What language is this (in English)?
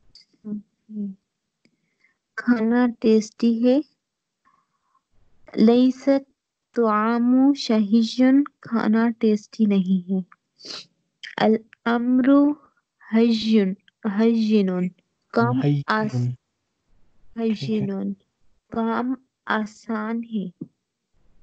Urdu